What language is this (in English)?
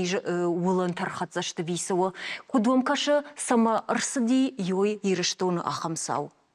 Ossetic